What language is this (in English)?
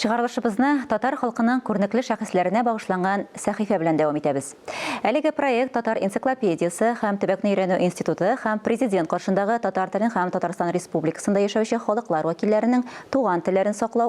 Tatar